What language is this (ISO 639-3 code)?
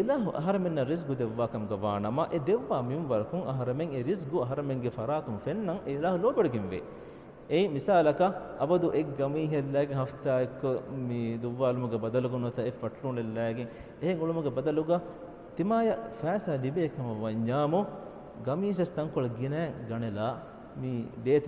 div